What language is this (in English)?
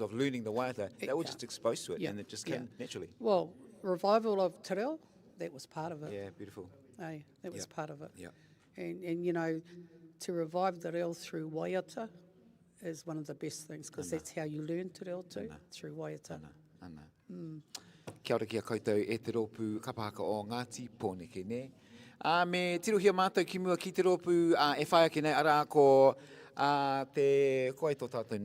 Māori